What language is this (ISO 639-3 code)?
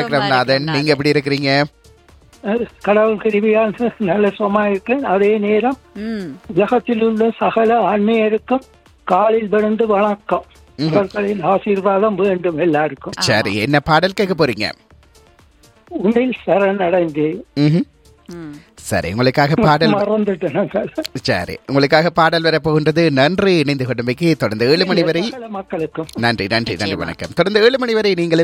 tam